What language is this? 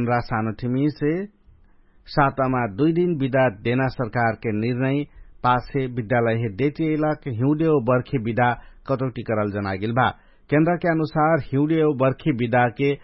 Dangaura Tharu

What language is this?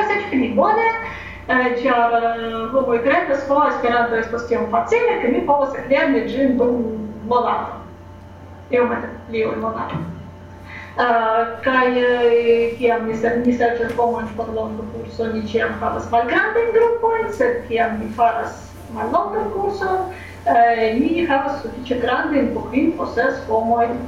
Esperanto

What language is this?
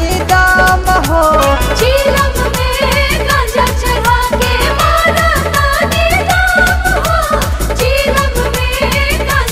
Bhojpuri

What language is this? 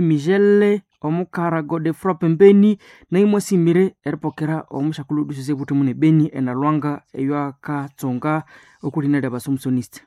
Nande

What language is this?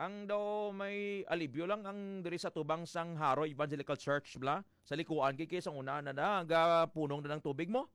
Hiligaynon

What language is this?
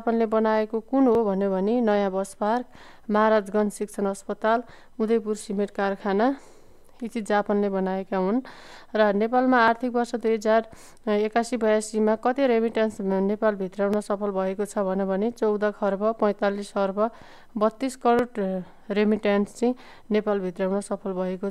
Nepali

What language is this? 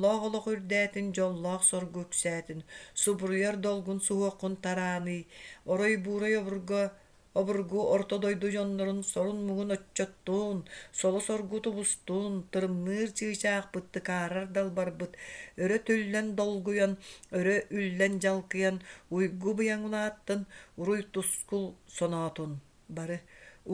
Yakut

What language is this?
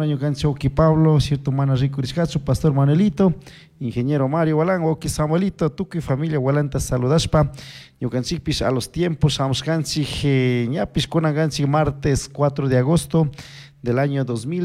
Chimborazo Highland Quichua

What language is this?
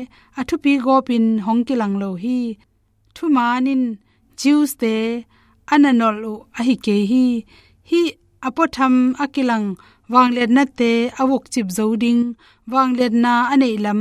Tedim Chin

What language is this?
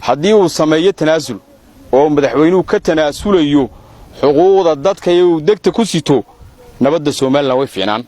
Somali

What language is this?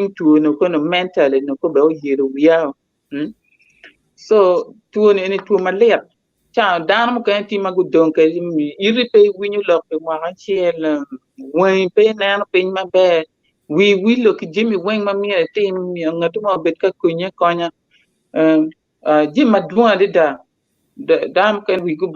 Acoli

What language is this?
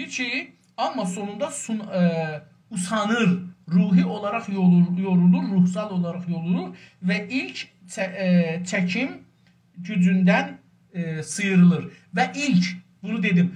South Azerbaijani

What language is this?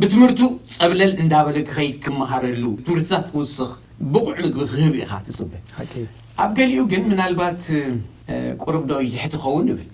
Tigrinya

